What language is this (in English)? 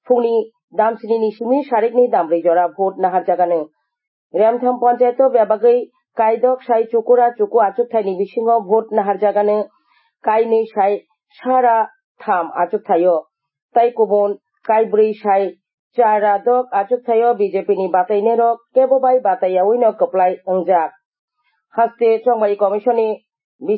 Kok Borok